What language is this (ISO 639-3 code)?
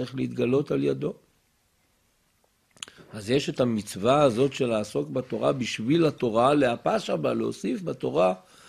heb